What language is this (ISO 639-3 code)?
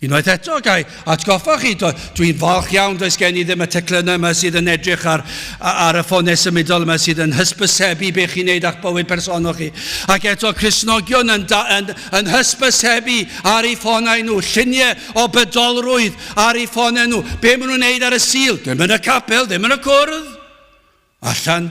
cym